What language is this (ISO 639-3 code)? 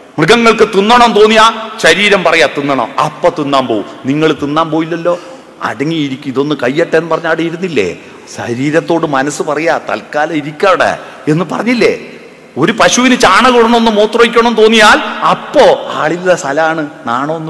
mal